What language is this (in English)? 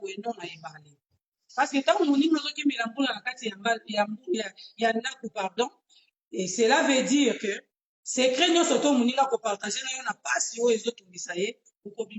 Lingala